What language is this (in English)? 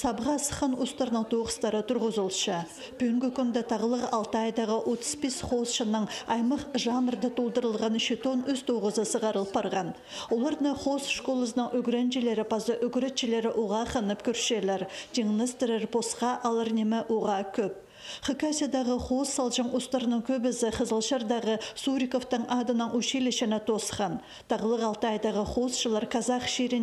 Khakas